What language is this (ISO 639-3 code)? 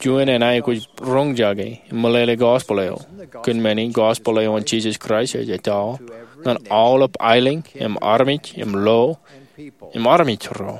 mah